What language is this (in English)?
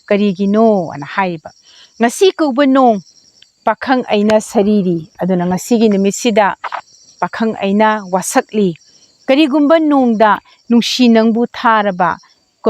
Manipuri